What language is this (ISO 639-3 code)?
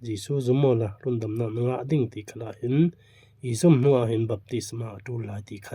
cfm